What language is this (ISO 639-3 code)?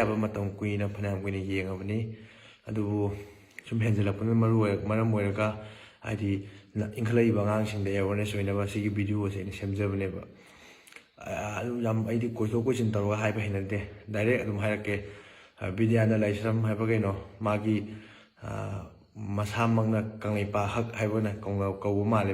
mni